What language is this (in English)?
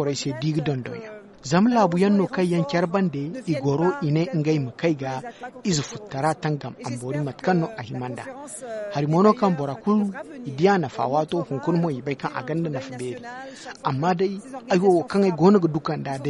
Zarma